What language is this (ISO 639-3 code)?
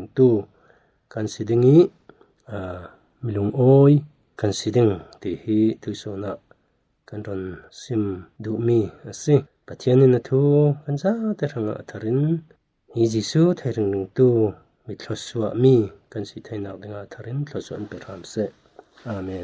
cfm